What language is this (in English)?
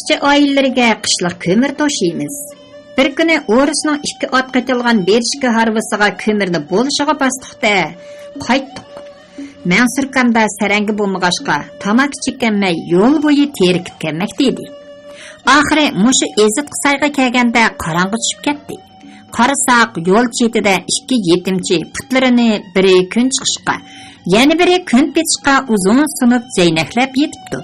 Uyghur